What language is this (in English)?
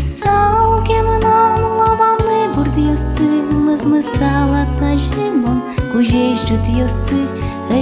Udmurt